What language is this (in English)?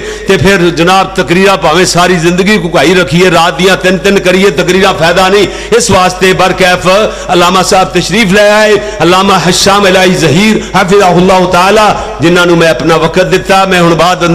Western Panjabi